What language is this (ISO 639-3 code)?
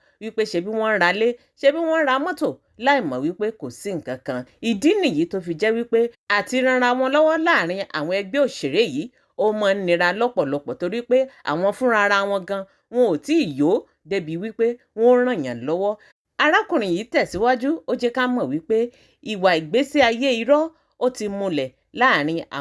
yor